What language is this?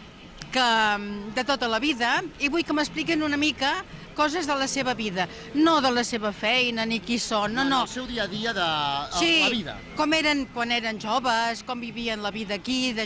Catalan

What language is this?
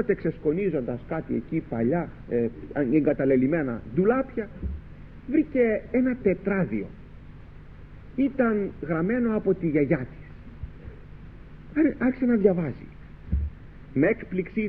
Greek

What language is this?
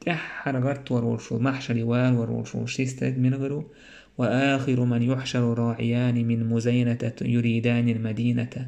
Chechen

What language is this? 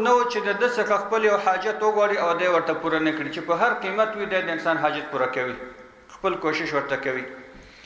Pashto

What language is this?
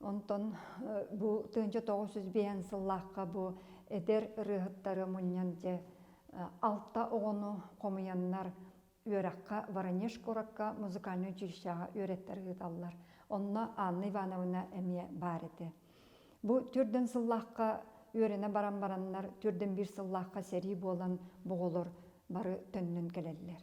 Yakut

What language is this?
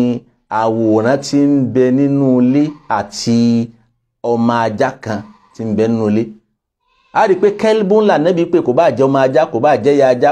Yoruba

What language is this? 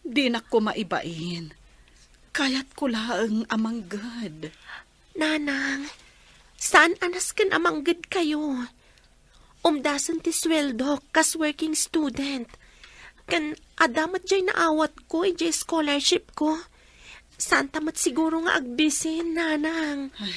Iloko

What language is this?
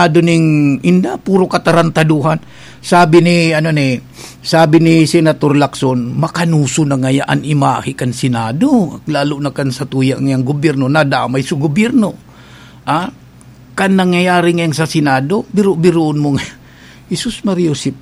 Bikol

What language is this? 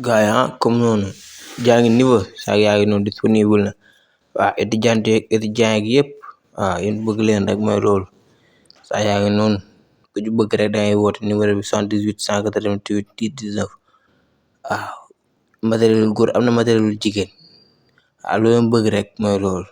Wolof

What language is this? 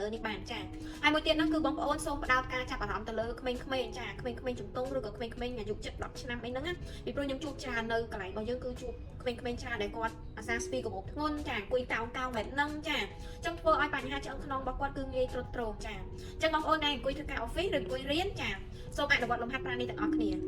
Khmer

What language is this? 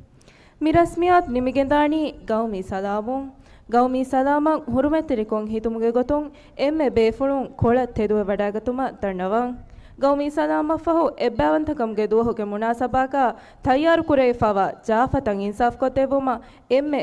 Divehi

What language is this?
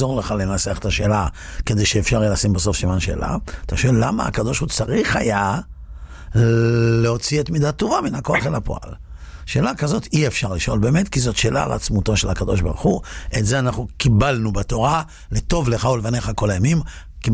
Hebrew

